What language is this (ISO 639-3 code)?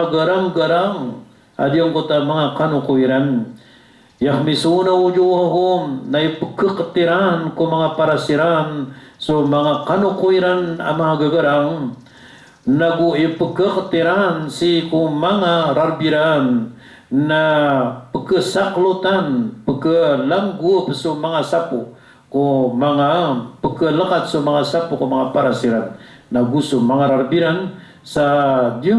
mrw